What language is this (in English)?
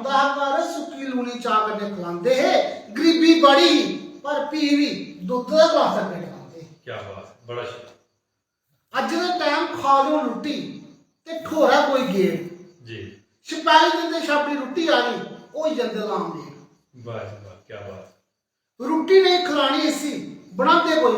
Dogri